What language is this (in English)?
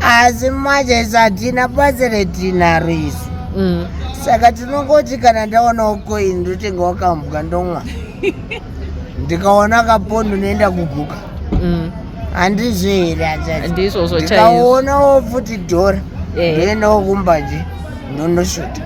Shona